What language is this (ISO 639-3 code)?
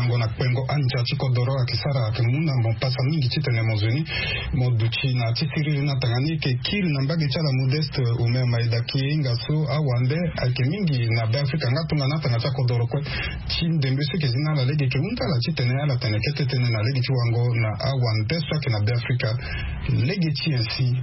sag